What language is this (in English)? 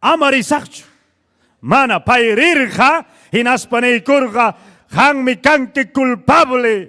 Ayacucho Quechua